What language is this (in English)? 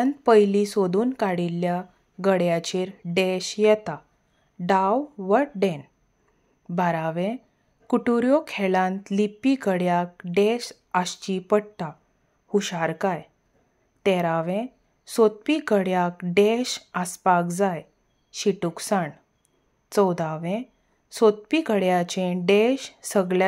Konkani